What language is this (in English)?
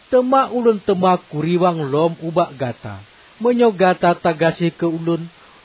Achinese